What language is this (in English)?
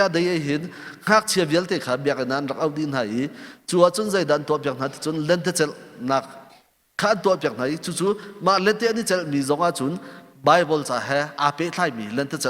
Hakha Chin